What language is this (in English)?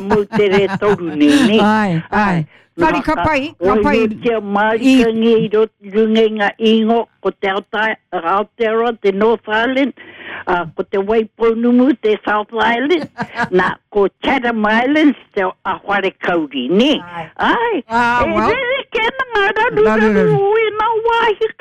Māori